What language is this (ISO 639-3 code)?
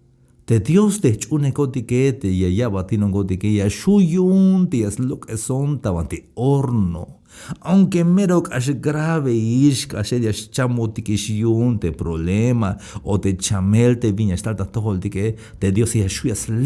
tzh